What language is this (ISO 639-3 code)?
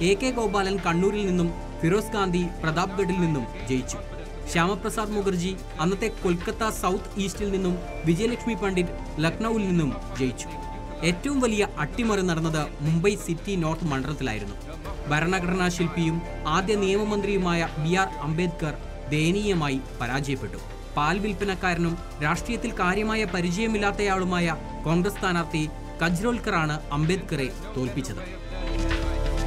mal